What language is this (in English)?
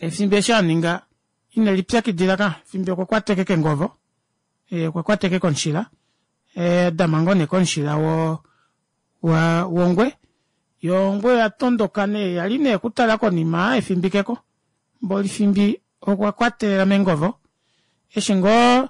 Kuanyama